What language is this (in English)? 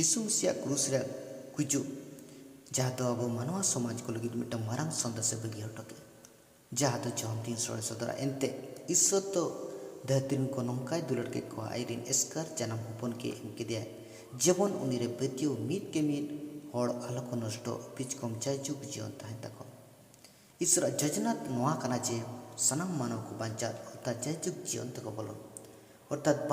Santali